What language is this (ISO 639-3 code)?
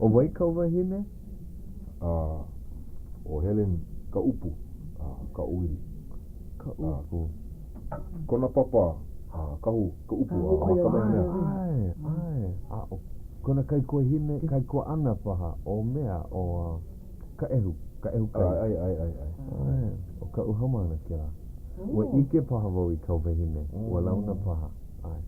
haw